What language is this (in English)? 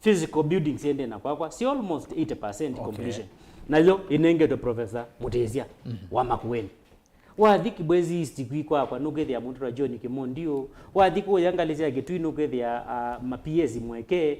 Kamba